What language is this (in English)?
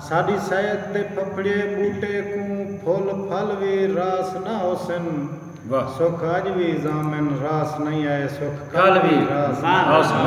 Saraiki